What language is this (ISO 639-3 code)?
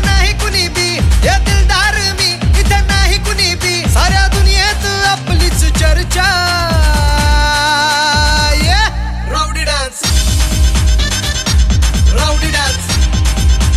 mar